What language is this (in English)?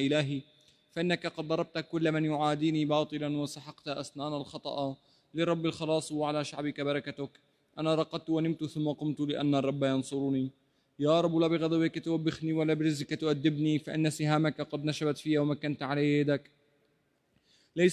Arabic